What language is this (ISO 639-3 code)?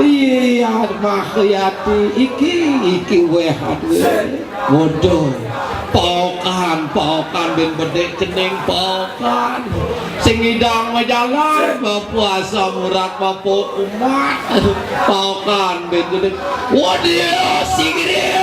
ban